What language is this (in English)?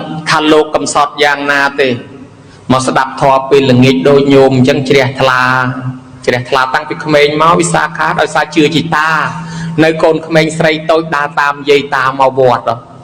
Khmer